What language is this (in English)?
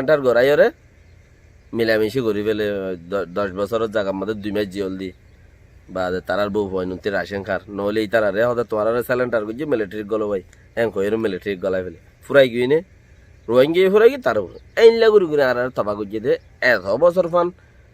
Rohingya